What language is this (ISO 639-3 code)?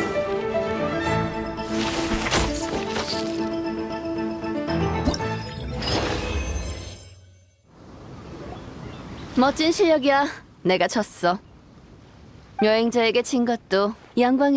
kor